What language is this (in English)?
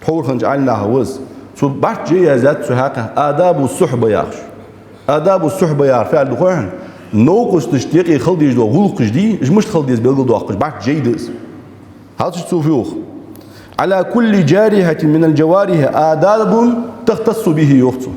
Ingush